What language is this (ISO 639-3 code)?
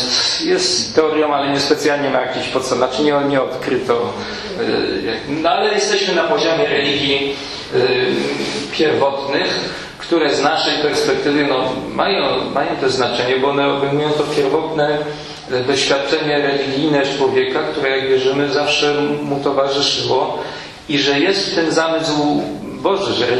pol